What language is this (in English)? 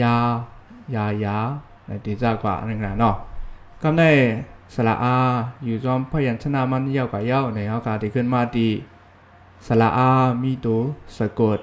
Shan